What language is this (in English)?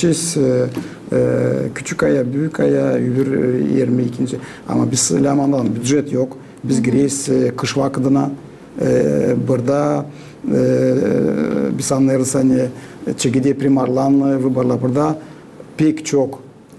Gagauz